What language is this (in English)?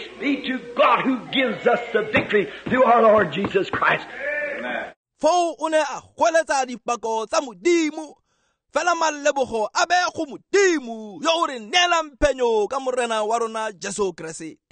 Tswana